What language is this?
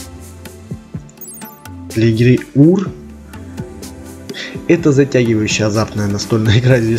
Russian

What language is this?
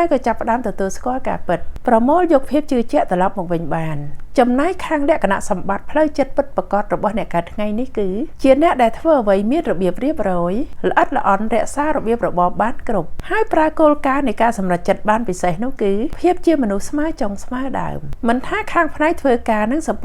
Khmer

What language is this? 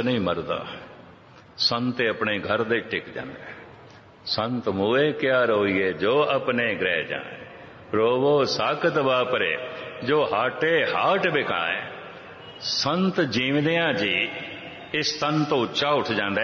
Punjabi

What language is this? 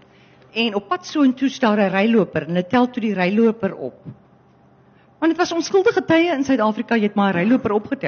Afrikaans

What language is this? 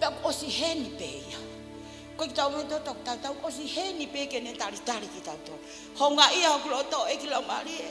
Tongan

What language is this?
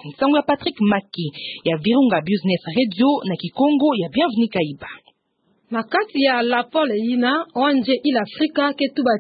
Kituba (Democratic Republic of Congo)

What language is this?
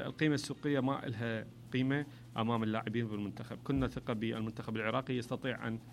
Mesopotamian Arabic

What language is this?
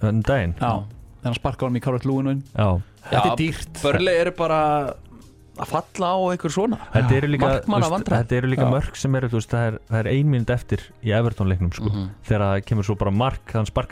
Icelandic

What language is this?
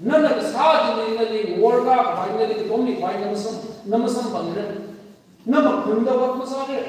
Tangkhul Naga (India)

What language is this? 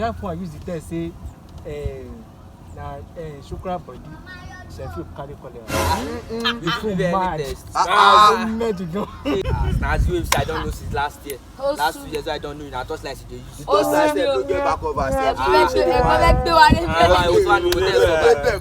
Nigerian Pidgin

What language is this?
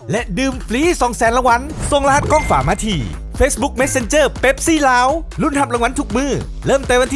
Lao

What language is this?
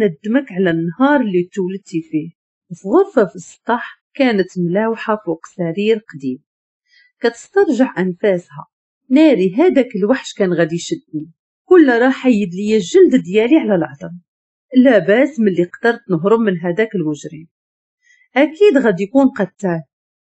Moroccan Arabic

